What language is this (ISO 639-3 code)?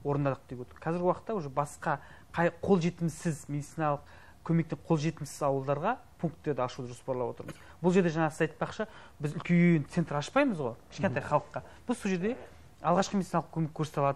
kaz